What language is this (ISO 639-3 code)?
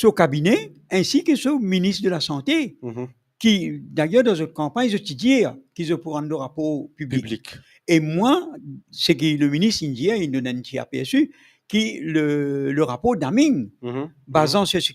mfe